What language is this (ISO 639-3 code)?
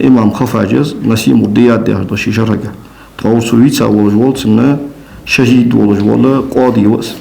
inh